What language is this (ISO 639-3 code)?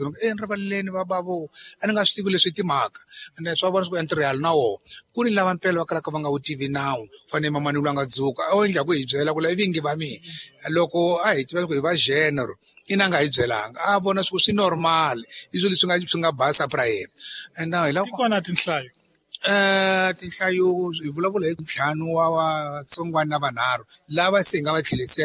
tso